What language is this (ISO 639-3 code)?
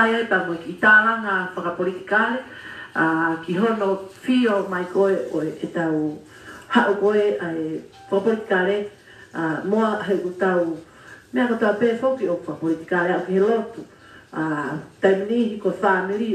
ton